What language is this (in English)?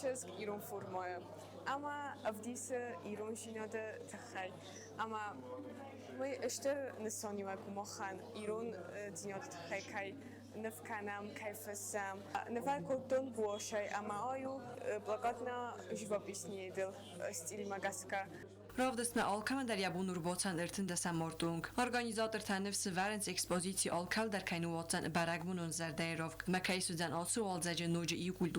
Ossetic